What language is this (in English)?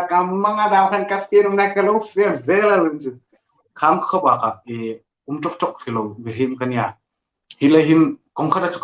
Hmar